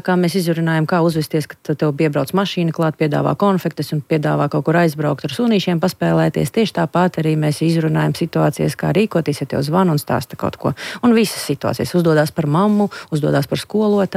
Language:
Latvian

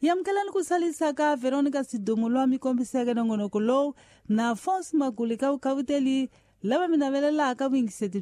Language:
Tsonga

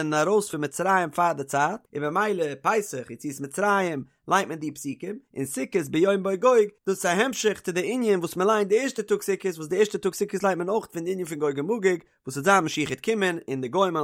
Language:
Yiddish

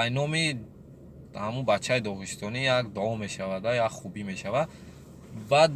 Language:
Tajik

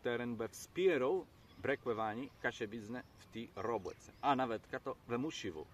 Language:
Kashubian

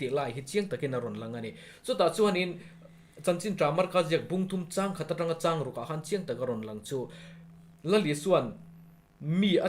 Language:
Mizo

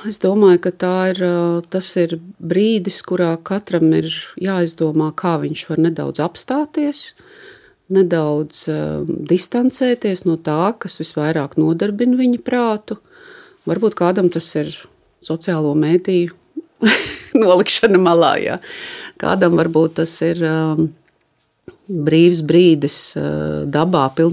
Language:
Latvian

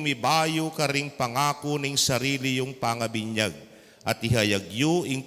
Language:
Pampanga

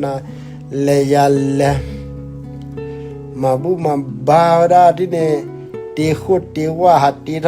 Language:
S'gaw Karen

